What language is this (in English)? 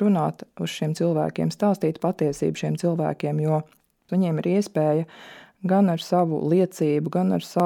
Latvian